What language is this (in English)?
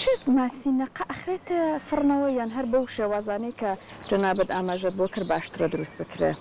Central Kurdish